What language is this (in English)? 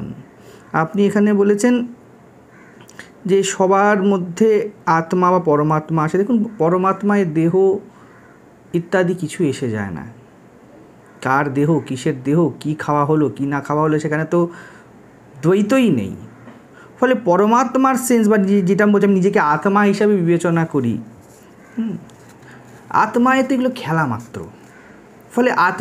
Bangla